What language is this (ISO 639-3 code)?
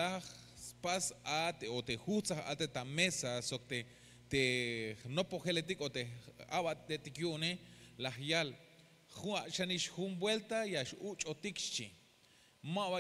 tzh